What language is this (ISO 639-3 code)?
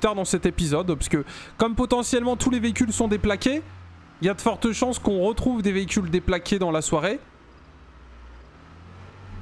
fra